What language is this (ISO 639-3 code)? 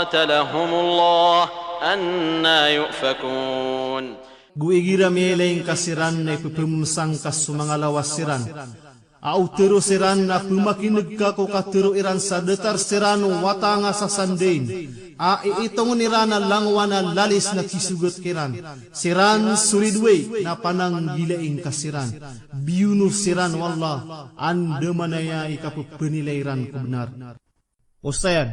mrw